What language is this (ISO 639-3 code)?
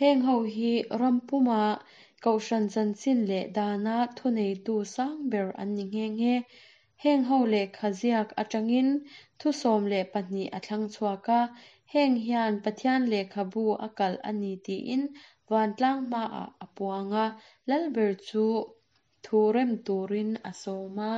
lus